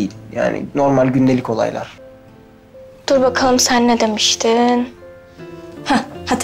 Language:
Turkish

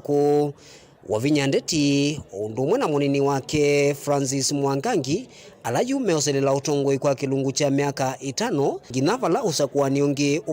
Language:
Kamba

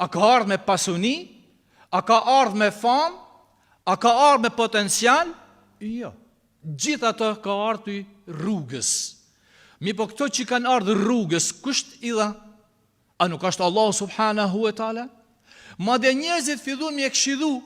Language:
Albanian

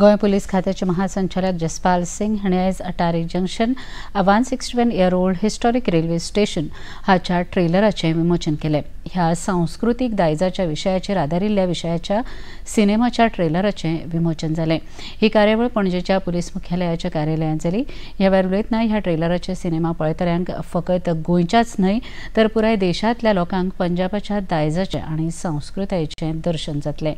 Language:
Konkani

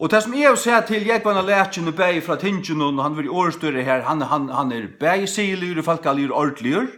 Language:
Faroese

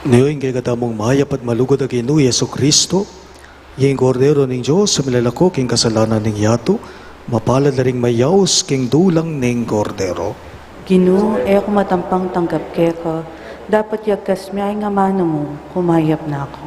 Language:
Pampanga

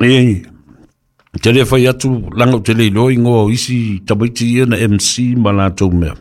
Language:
Samoan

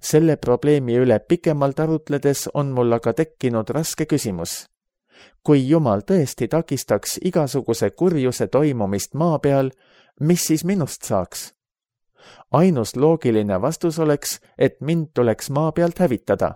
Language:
Estonian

